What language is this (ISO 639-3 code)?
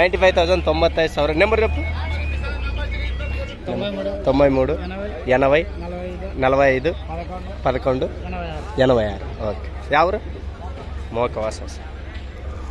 tel